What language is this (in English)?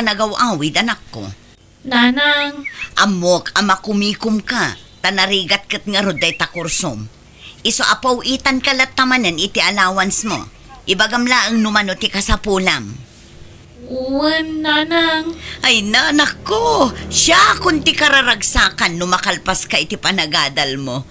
Iloko